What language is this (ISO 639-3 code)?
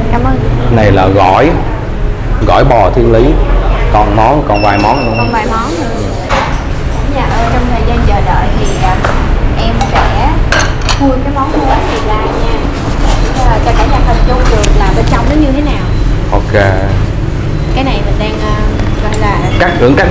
vie